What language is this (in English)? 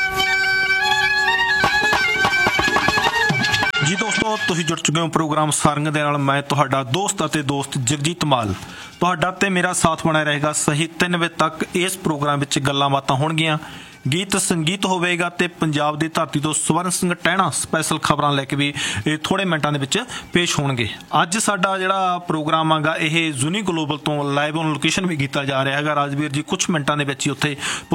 Punjabi